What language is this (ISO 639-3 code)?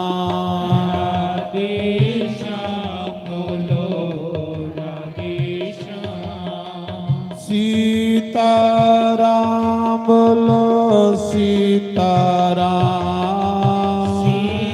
doi